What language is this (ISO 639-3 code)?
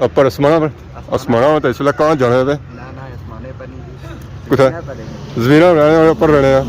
phr